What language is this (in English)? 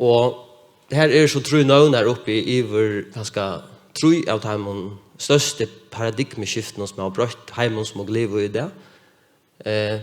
Faroese